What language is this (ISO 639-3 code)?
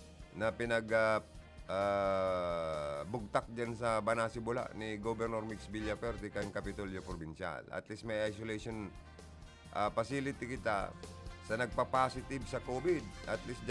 bik